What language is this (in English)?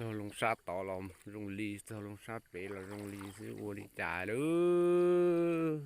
Hmong